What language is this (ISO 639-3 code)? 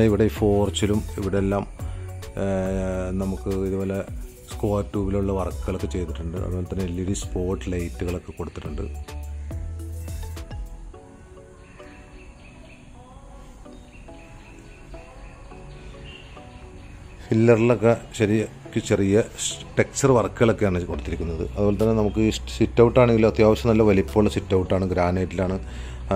mal